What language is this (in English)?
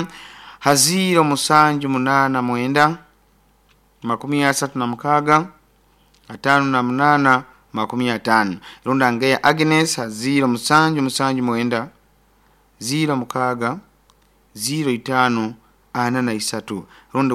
Nyoro